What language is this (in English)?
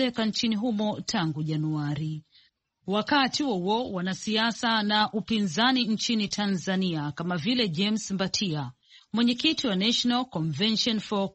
Swahili